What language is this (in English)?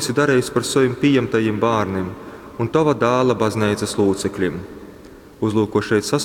Latgalian